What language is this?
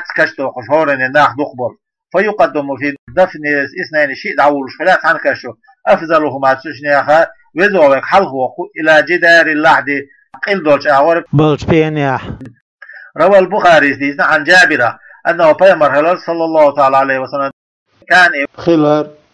Chechen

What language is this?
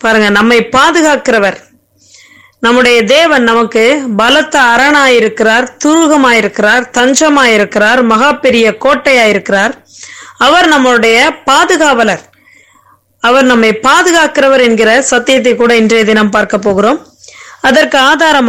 Tamil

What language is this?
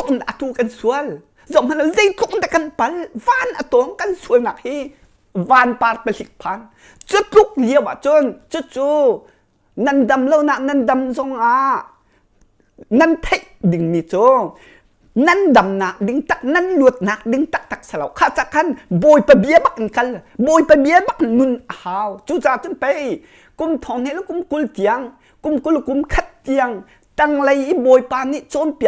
Hakha Chin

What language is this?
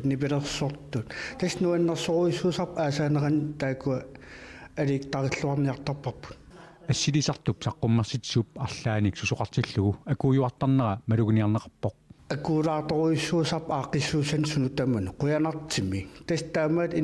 Kalaallisut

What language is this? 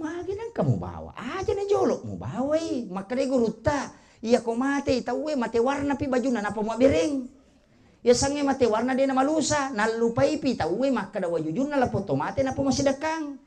Buginese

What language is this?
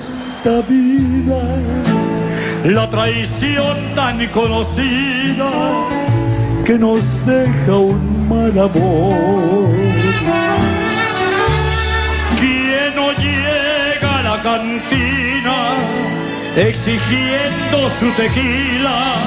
Spanish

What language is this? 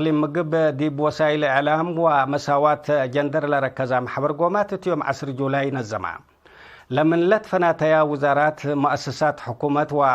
Tigre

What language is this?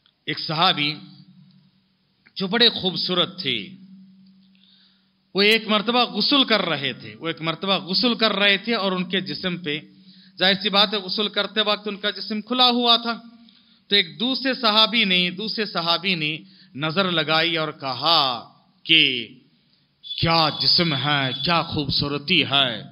Urdu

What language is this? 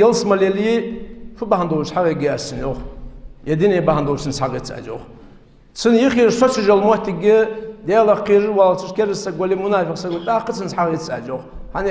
Ingush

